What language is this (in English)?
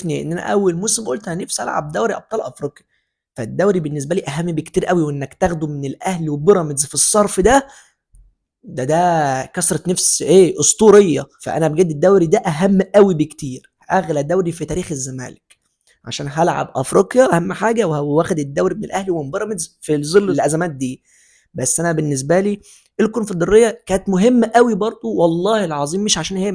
Egyptian Arabic